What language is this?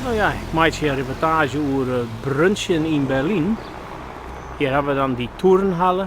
Western Frisian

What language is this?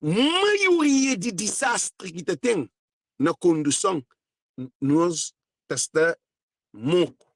Kabuverdianu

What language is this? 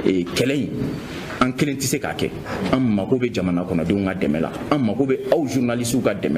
Bambara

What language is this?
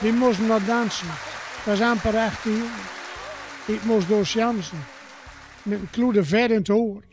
Gronings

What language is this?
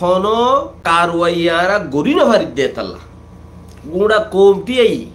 Rohingya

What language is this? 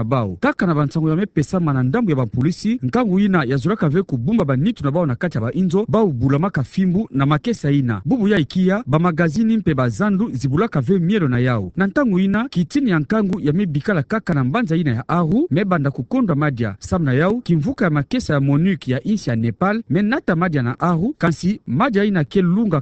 Kituba (Democratic Republic of Congo)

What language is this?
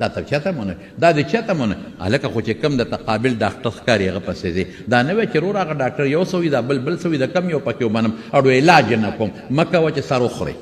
Pashto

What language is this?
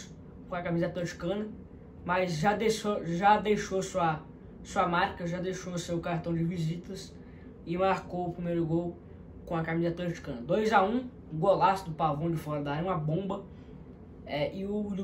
Portuguese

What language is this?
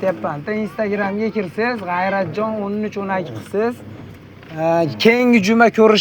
Uzbek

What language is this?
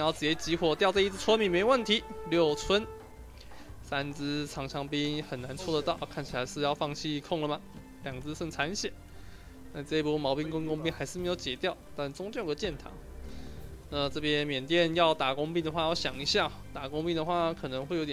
Chinese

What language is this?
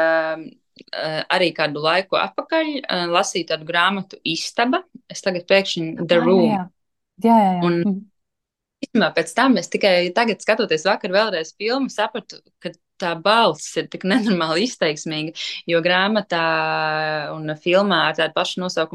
Latvian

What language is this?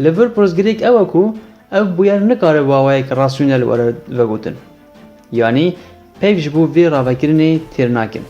Kurdish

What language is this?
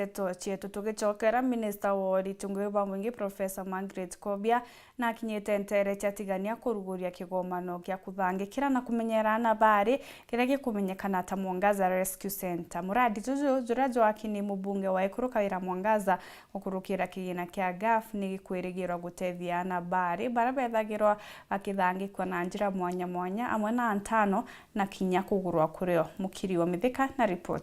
Meru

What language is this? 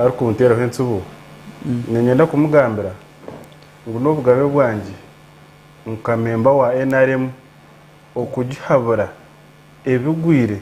Nyankole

